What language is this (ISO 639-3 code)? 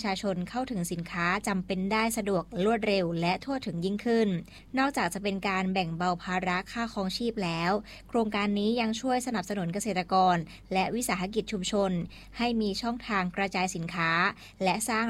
tha